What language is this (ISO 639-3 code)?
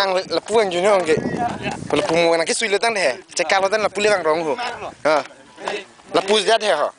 mjw